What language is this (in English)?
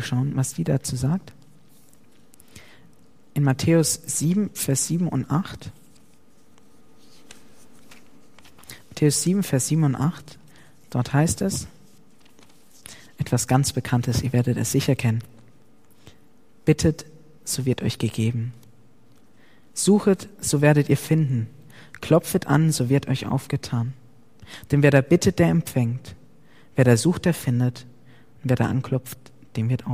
German